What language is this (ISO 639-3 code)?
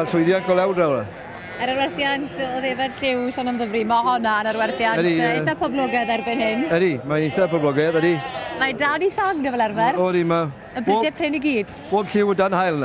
cym